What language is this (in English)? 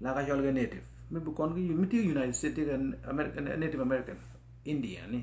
Nuer